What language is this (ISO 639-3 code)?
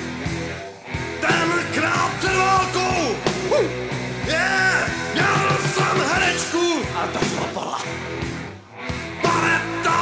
ces